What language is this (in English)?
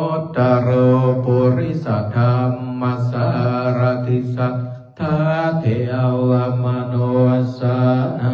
Pali